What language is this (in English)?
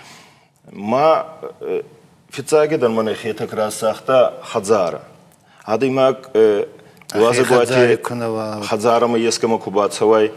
Ossetic